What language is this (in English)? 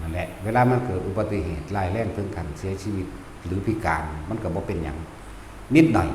Northeastern Thai